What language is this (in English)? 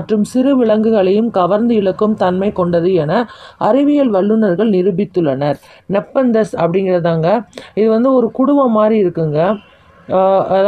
Tamil